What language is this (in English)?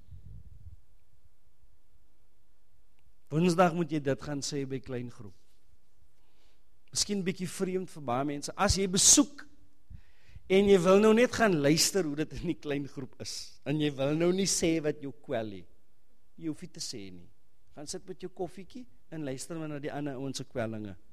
Afrikaans